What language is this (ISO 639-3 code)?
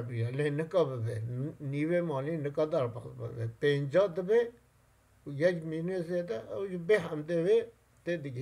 kur